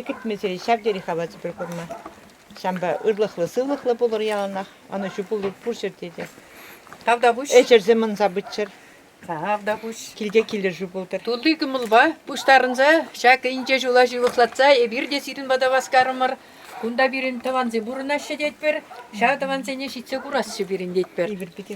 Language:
Chuvash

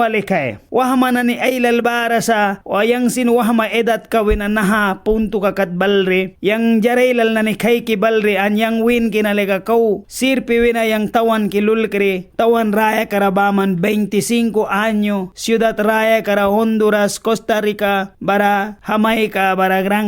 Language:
Mískito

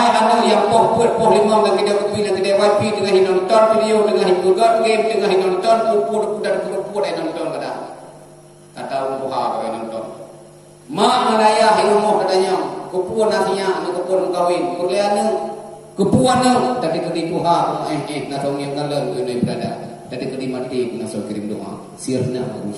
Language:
Achinese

